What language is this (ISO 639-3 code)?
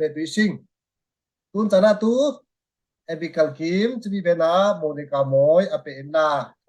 cfm